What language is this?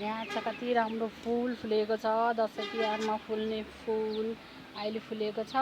Nepali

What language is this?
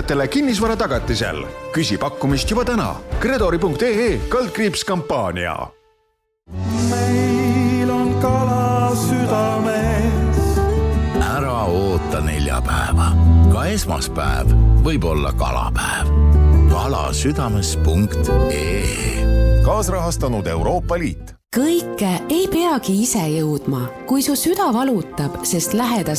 Estonian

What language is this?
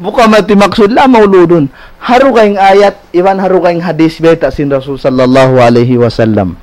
Tausug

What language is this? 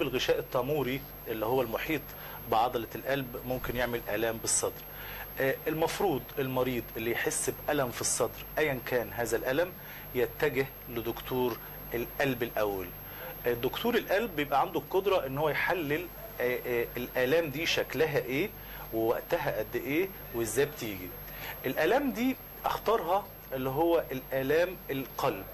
Egyptian Arabic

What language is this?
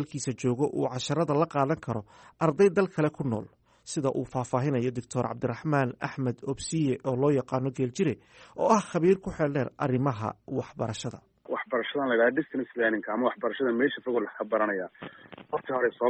Somali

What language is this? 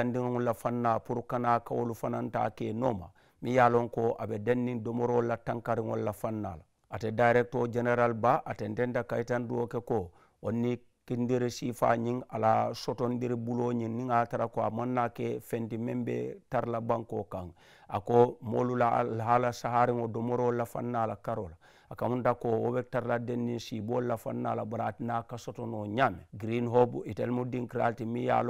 Mandingo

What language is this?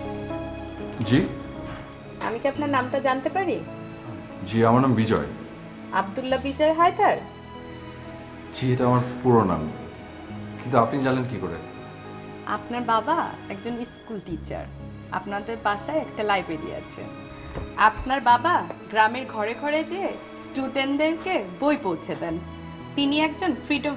Bangla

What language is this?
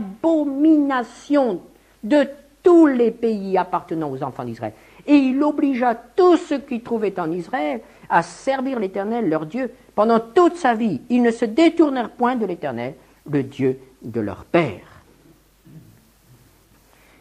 French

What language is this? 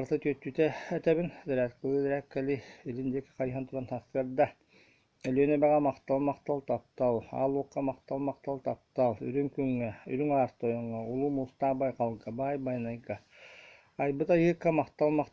Yakut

